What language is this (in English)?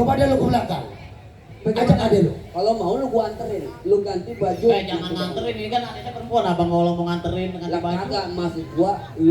Betawi